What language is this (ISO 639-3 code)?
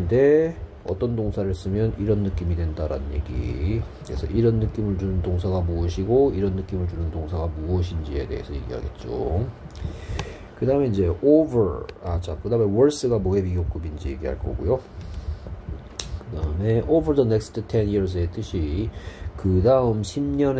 kor